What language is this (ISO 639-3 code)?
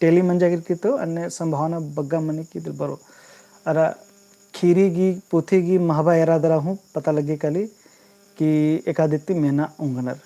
kru